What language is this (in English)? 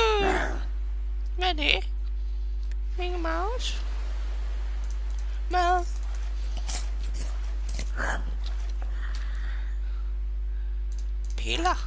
Danish